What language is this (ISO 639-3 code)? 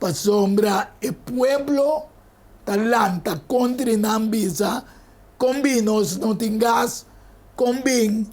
pap